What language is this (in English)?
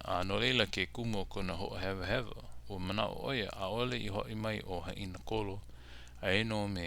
Hawaiian